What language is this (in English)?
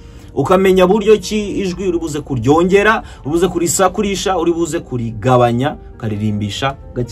Kinyarwanda